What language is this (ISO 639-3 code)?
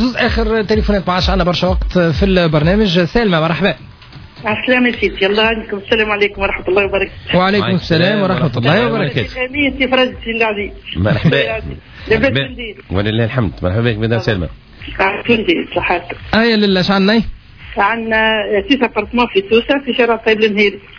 aeb